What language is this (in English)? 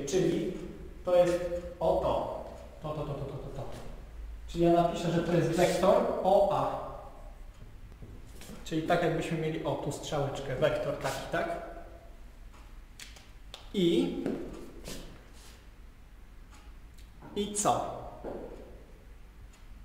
Polish